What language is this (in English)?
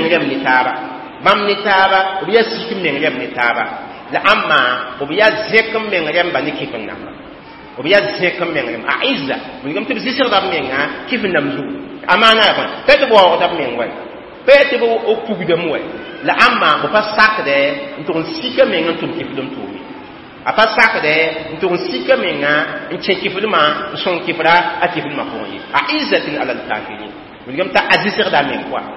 Mossi